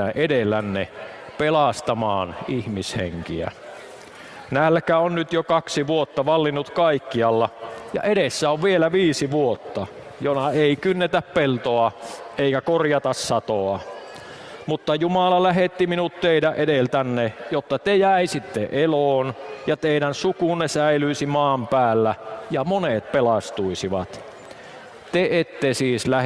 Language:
Finnish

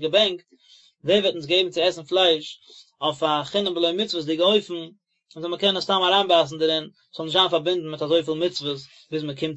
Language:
Yiddish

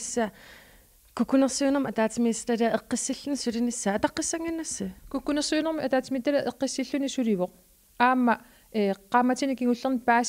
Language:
Kalaallisut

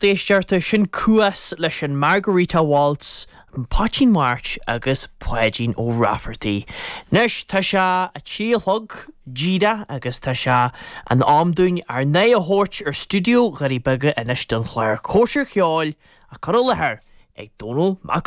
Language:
Irish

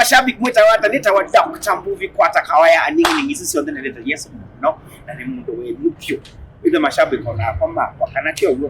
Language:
Kamba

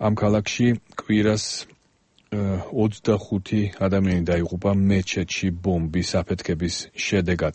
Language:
Georgian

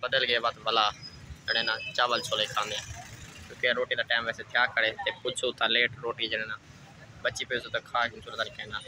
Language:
Saraiki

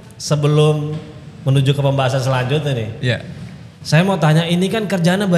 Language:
Indonesian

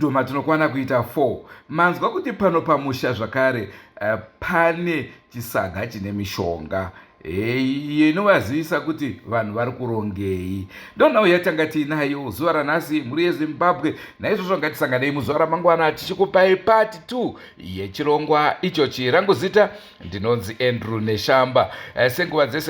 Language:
Shona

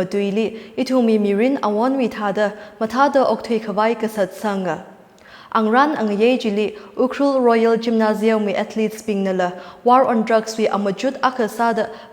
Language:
Tangkhul Naga (India)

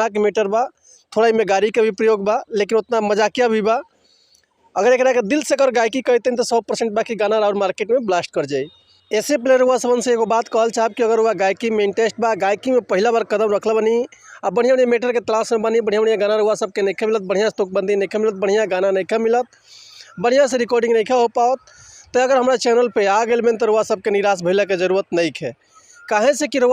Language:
Bhojpuri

